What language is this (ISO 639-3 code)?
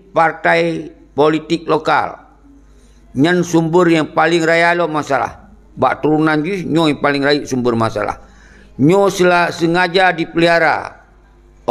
ace